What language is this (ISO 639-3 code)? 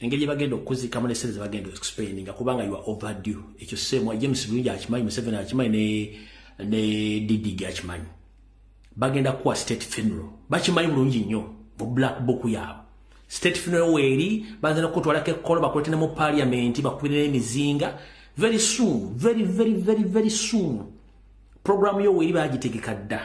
lug